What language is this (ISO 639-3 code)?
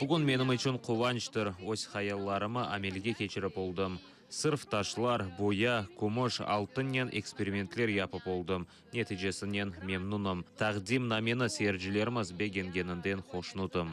crh